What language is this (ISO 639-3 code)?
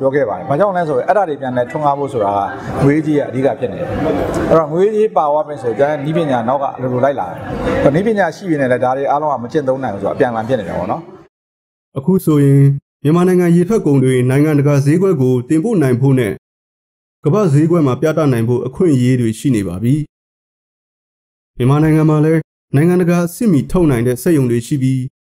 mya